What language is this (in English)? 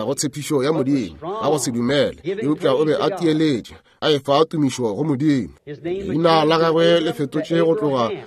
Northern Sotho